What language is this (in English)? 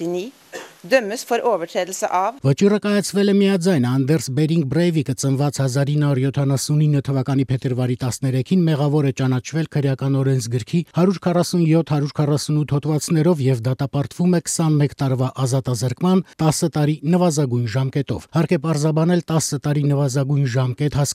Armenian